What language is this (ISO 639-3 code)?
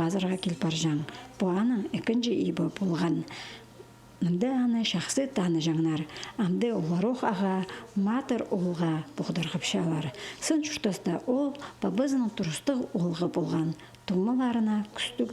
kjh